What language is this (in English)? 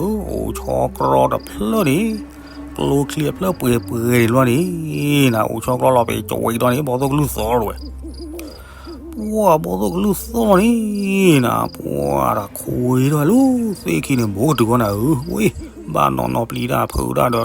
S'gaw Karen